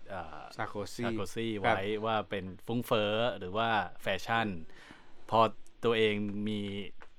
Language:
Thai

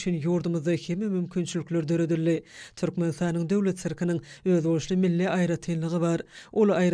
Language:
Turkmen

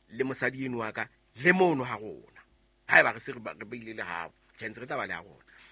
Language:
Southern Sotho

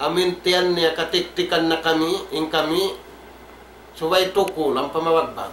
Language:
Tausug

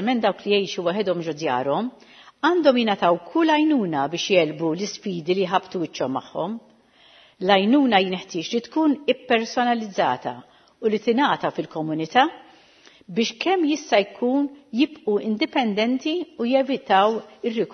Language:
Maltese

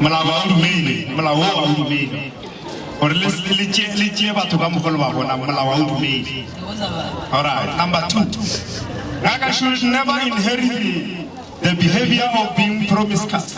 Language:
Northern Sotho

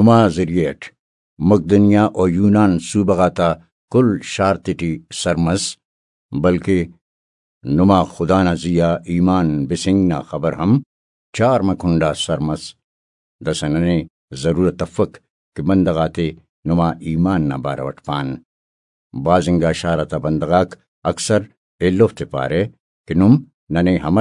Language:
Brahui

